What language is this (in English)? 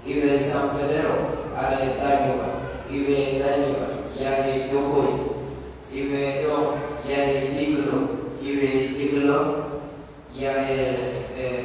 Pular